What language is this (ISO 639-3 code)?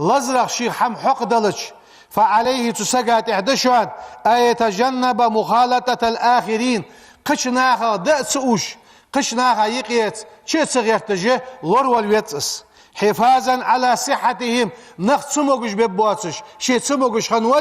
inh